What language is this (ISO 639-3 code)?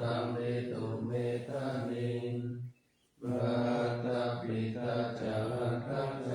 pli